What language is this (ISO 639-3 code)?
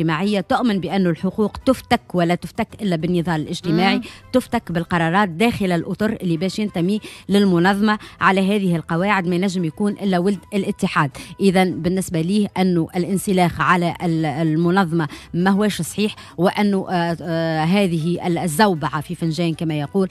aeb